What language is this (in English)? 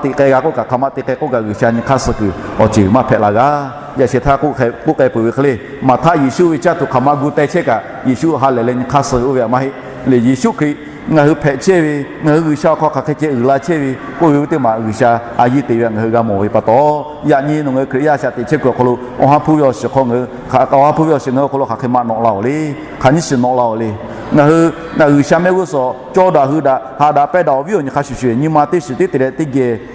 Lahu